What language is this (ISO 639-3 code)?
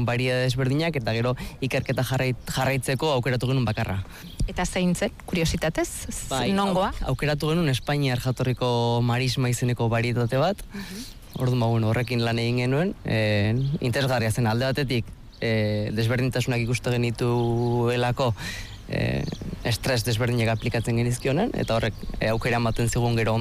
eus